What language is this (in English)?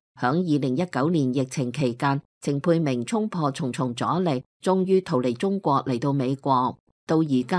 Cantonese